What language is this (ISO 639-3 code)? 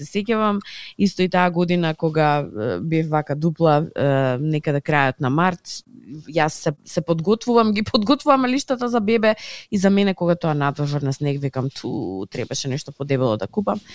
mkd